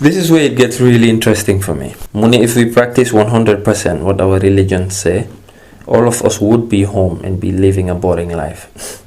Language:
Wolof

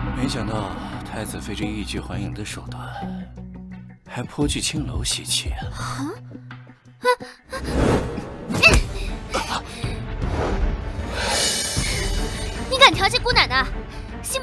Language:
Chinese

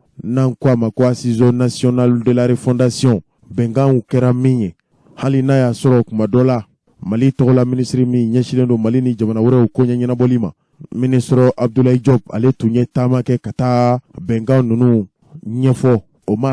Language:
Bambara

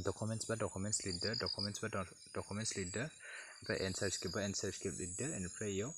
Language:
Bodo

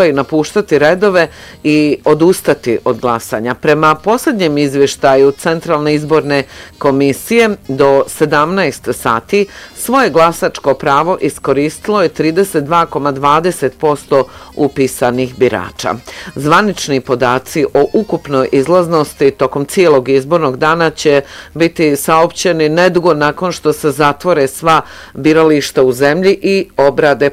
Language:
Bosnian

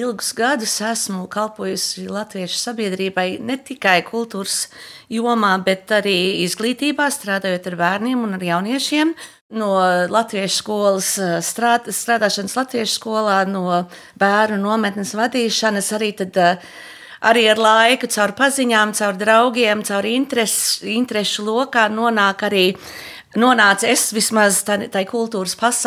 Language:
Latvian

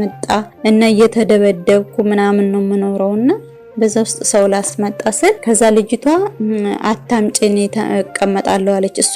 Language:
Amharic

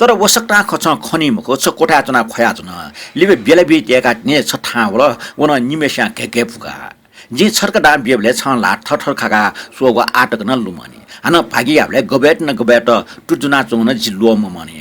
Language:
Newari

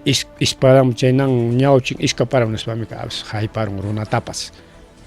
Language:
Ayacucho Quechua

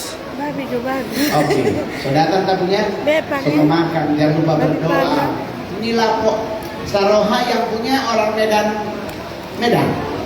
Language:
Manado Malay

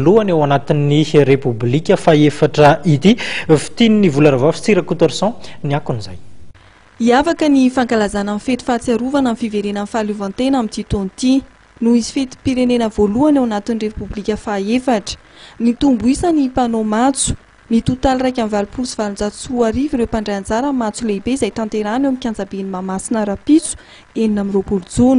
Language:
Malagasy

